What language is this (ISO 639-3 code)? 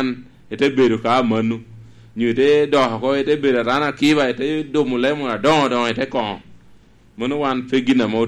laj